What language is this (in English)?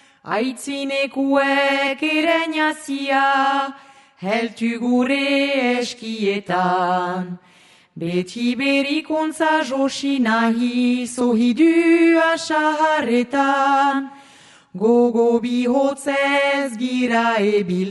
Basque